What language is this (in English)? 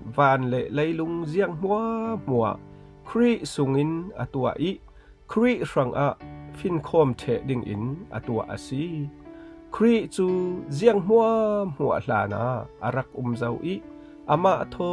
Falam Chin